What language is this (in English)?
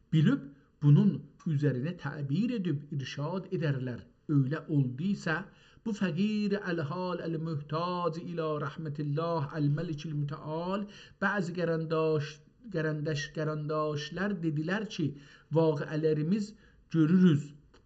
South Azerbaijani